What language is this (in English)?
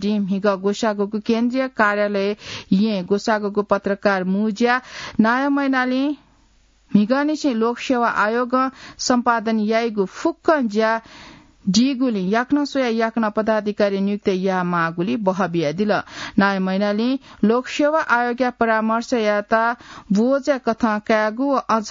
Newari